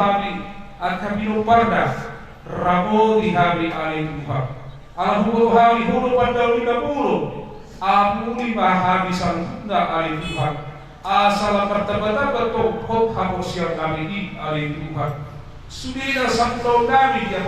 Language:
Batak Toba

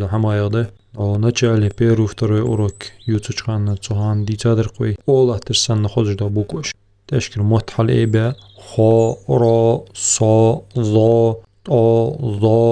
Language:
Ingush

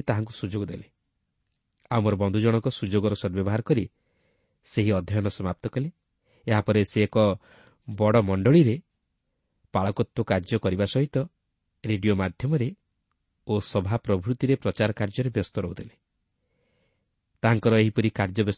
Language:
Odia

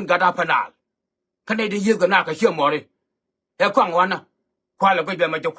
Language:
Nuer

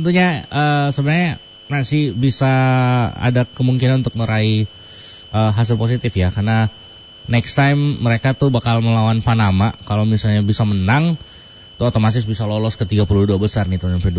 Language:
Indonesian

